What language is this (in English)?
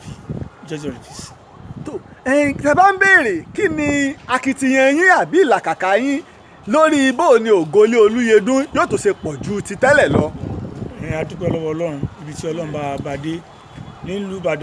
Yoruba